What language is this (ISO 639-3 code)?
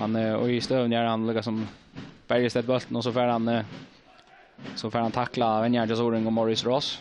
fao